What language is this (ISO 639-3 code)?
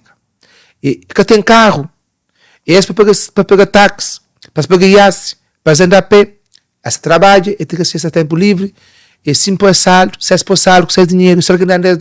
kea